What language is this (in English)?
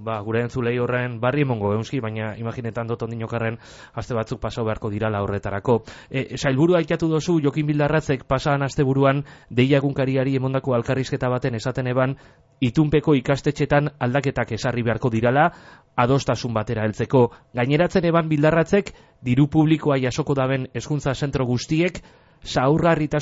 Basque